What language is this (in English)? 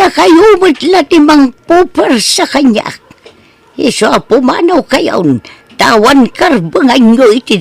Iloko